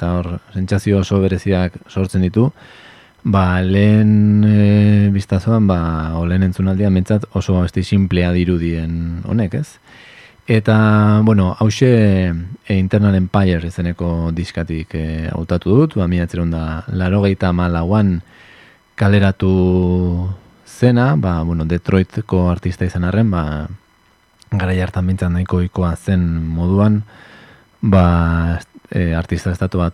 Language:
Basque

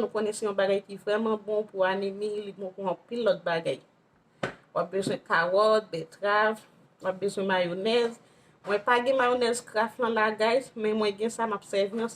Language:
Haitian Creole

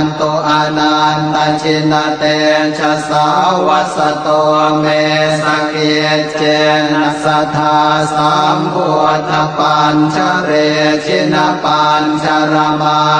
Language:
Pali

